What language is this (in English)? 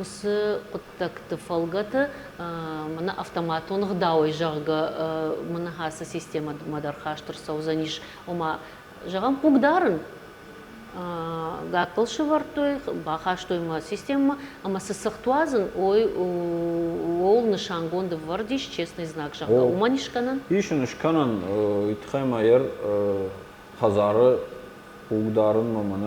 Ossetic